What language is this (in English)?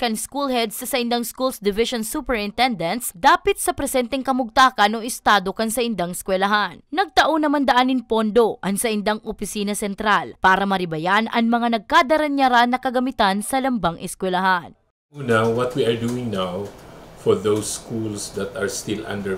Bikol